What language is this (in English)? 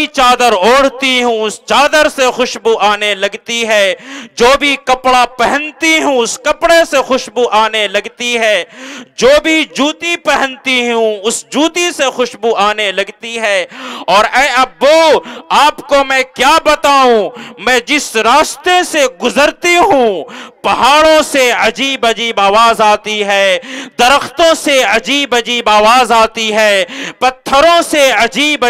Urdu